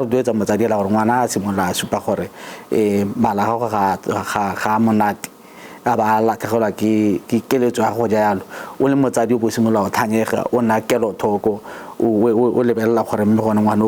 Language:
Tswana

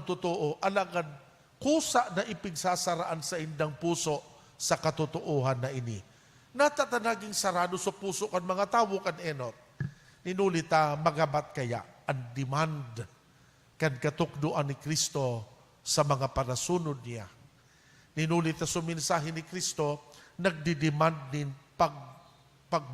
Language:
Bikol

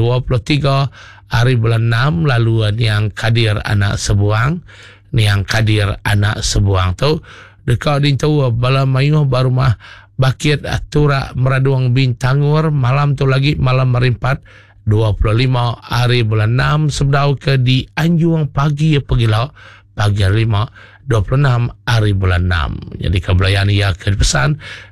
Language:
Iban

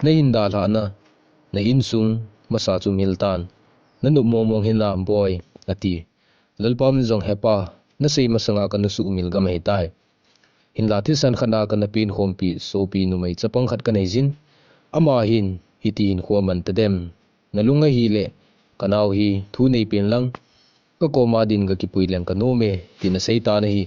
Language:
Thado Chin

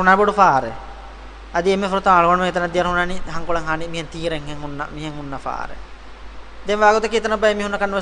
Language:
Divehi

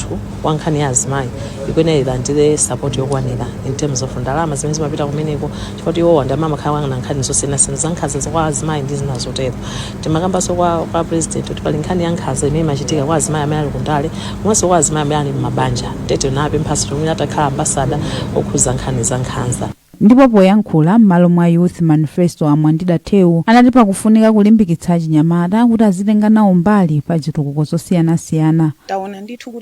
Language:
Nyanja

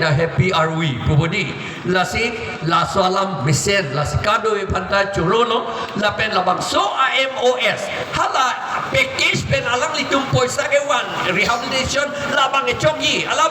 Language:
Karbi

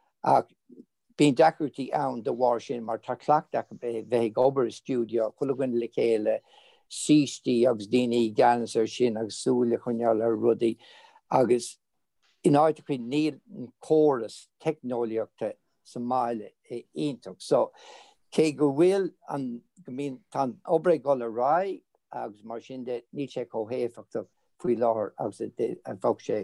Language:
Irish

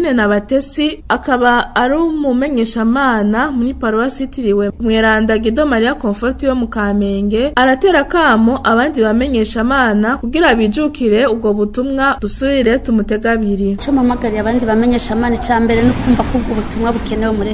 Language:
Rundi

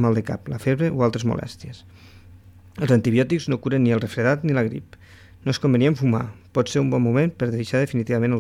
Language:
Catalan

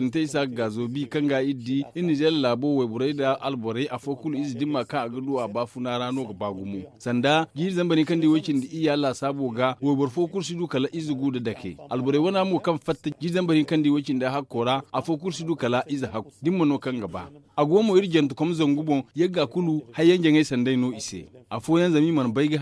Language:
Zarma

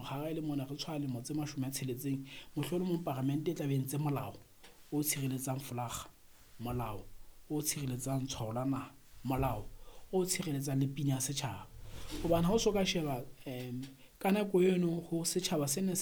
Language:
Southern Sotho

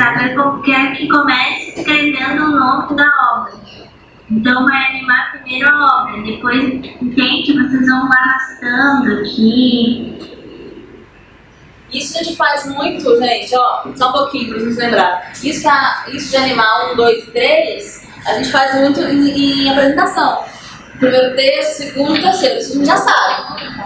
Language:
Portuguese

